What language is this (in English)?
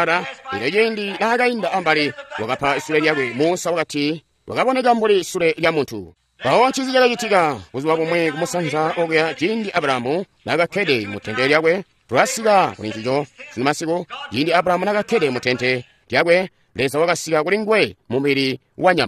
Tonga (Zambia)